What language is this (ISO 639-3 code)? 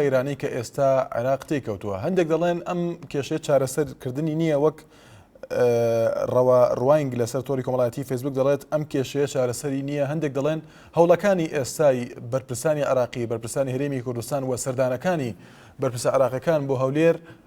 ckb